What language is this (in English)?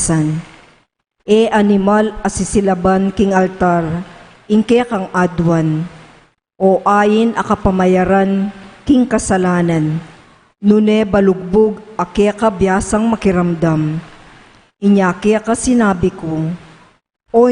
Pampanga